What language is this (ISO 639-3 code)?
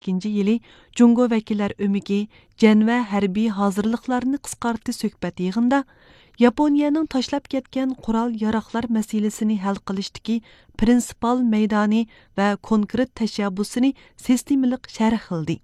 uig